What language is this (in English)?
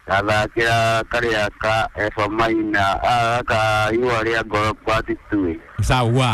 Kikuyu